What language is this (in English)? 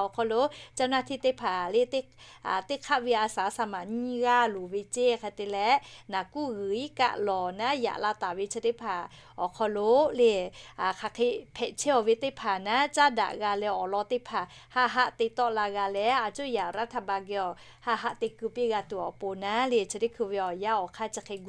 Lahu